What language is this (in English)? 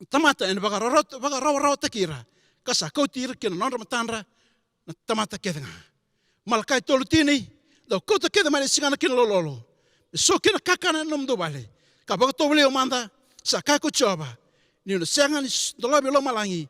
Fijian